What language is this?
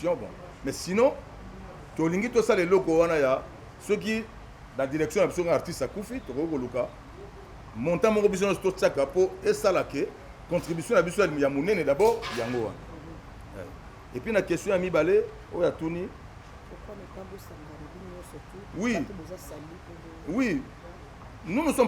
Lingala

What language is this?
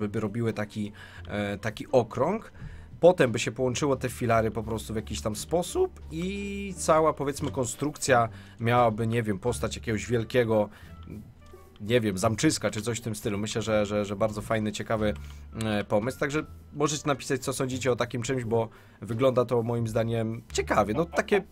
Polish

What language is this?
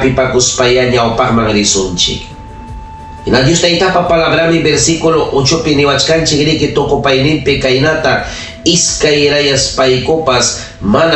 Ayacucho Quechua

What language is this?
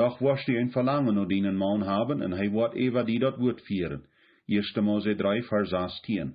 Plautdietsch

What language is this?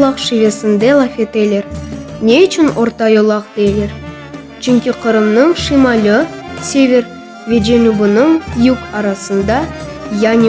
Crimean Tatar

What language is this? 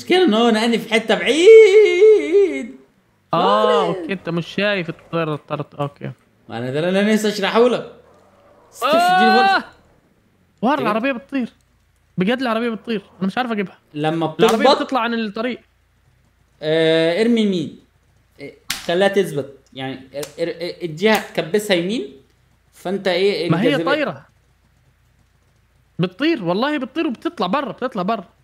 Egyptian Arabic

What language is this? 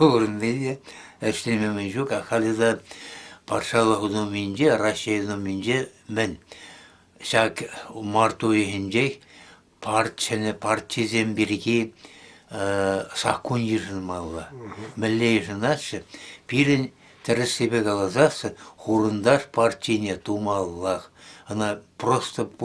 Chuvash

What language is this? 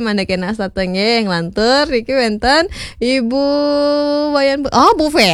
Balinese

